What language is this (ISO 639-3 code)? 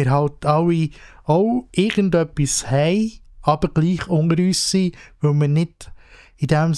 gsw